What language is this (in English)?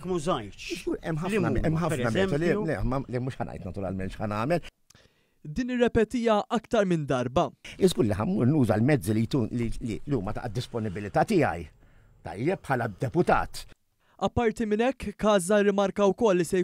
Maltese